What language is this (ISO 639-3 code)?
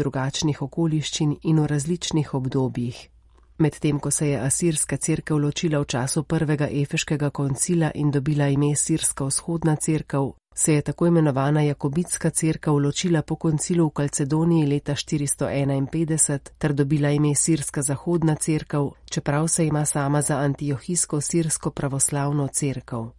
slv